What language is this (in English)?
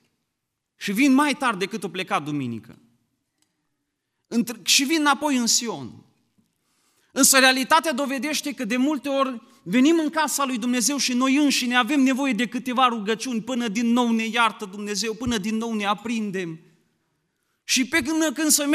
Romanian